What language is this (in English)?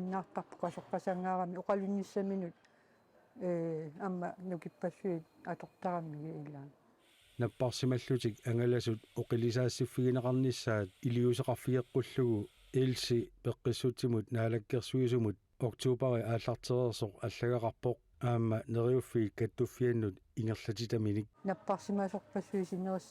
Kalaallisut